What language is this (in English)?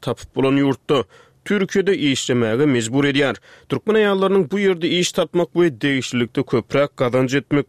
Turkmen